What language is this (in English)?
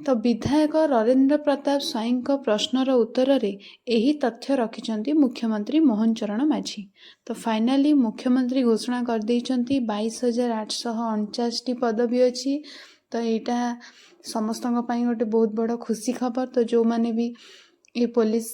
Odia